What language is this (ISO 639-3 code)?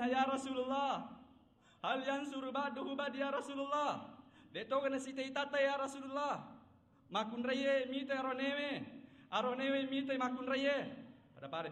bug